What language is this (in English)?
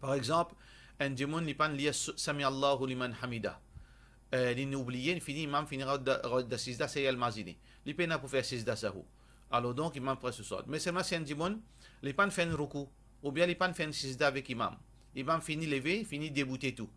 Morisyen